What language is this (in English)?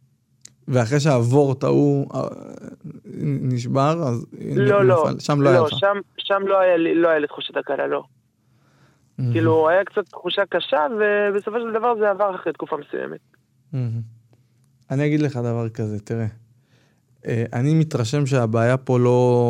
Hebrew